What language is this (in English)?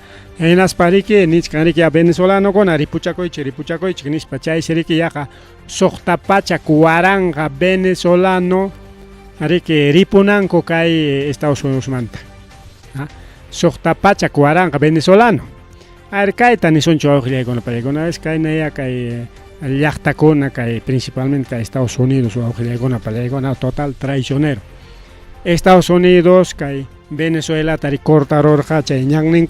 Ayacucho Quechua